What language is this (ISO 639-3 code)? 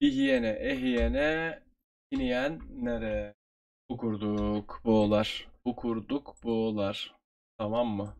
sah